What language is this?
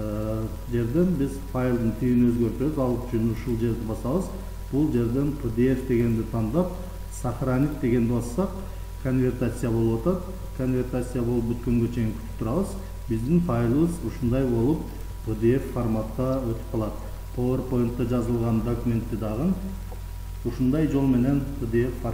Kyrgyz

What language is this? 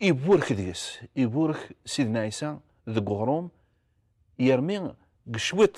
Kabyle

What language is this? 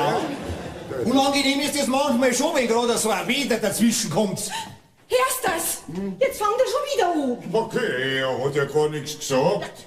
Bavarian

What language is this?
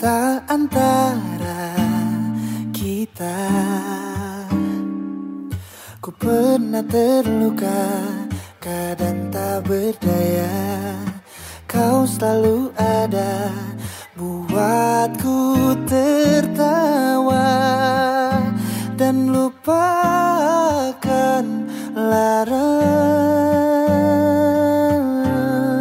Indonesian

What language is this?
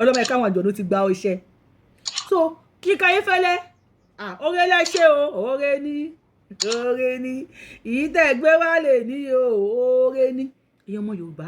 Yoruba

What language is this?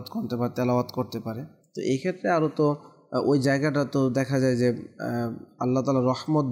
Bangla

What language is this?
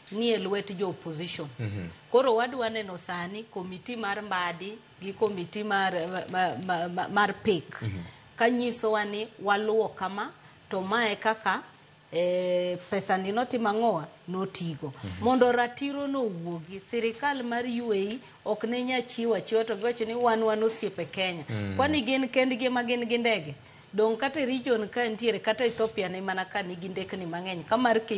Luo (Kenya and Tanzania)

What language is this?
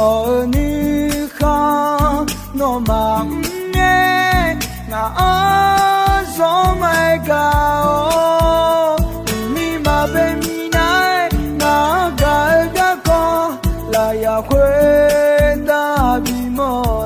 Akha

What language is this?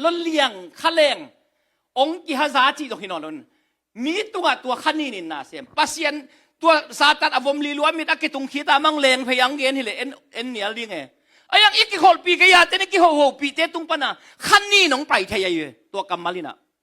Tedim Chin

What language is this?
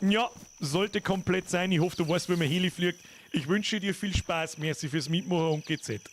Bavarian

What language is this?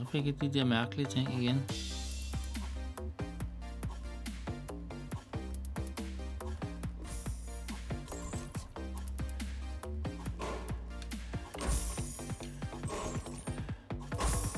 Danish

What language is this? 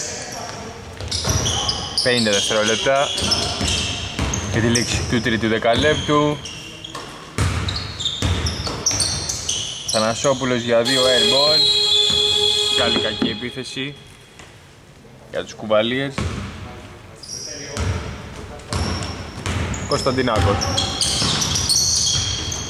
Greek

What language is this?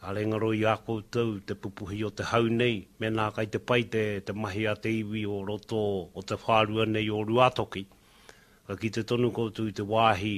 Māori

